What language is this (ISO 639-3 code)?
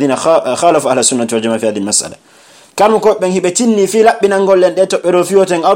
fuf